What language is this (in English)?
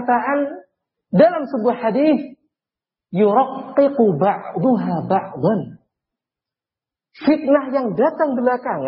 Indonesian